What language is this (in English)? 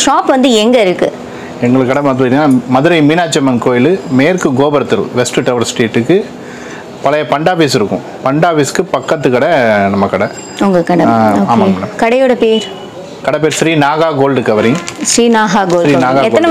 Tamil